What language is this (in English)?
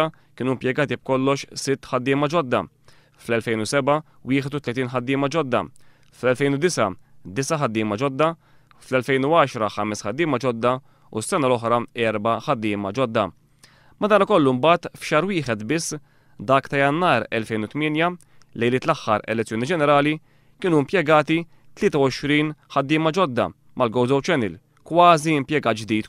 Maltese